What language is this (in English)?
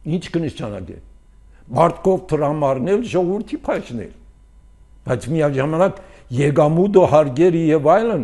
Armenian